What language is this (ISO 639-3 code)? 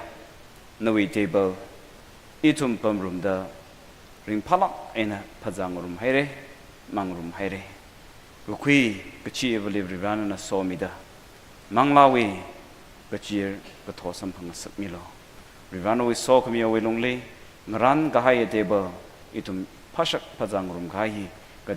nmf